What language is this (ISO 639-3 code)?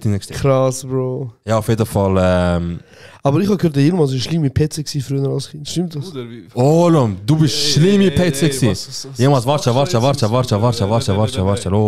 gsw